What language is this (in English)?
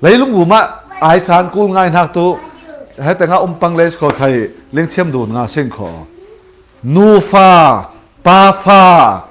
Falam Chin